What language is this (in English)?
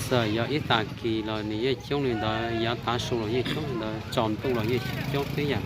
Hmong